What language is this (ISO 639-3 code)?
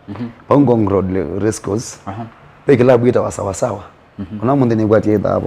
kam